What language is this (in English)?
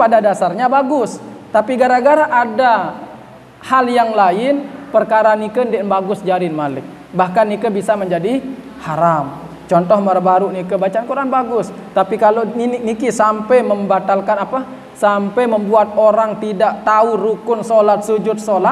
Sasak